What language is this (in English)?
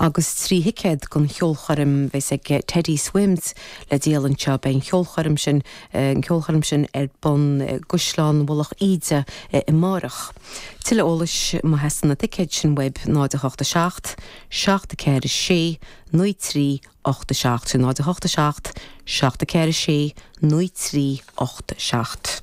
Irish